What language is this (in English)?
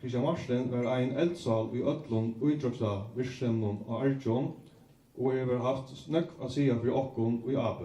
Faroese